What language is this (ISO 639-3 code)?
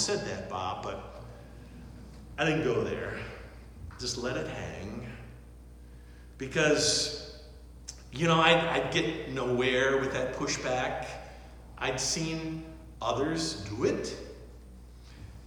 eng